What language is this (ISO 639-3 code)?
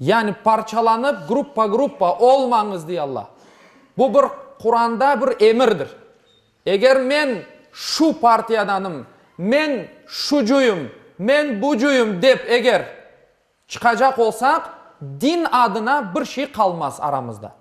crh